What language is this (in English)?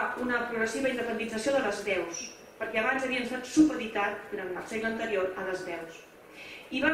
Catalan